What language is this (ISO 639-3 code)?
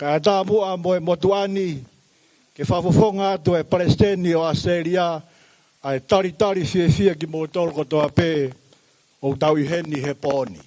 ton